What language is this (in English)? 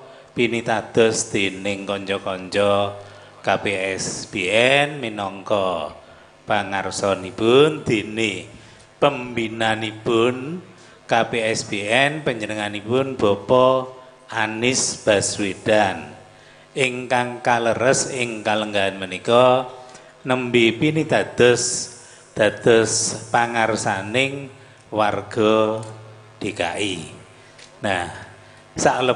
Javanese